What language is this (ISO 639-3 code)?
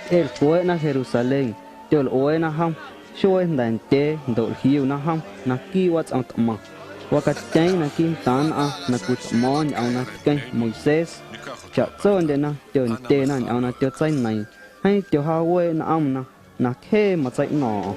amu